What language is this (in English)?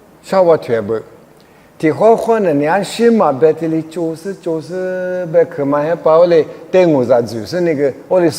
Lisu